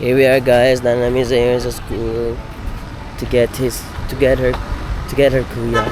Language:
Cebuano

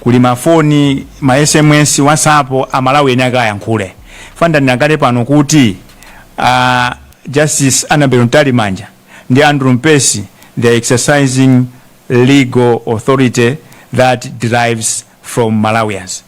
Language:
Nyanja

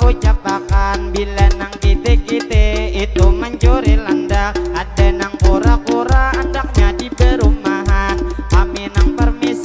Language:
Banjar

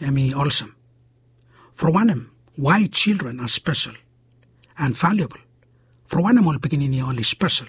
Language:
Bislama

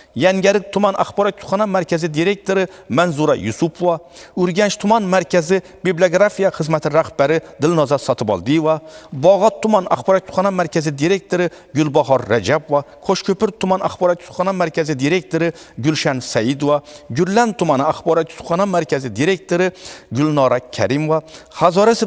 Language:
Uzbek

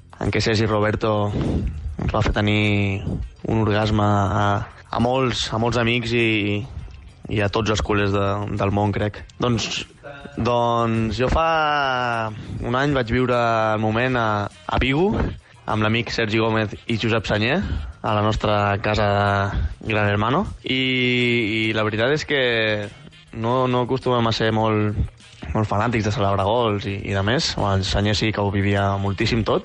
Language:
Catalan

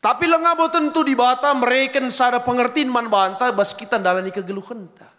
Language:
Batak Karo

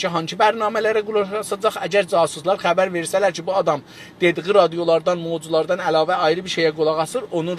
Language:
South Azerbaijani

